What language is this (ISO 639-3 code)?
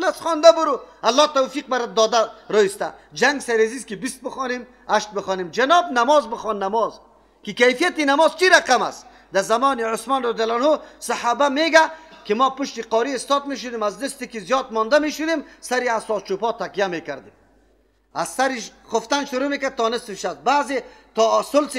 fas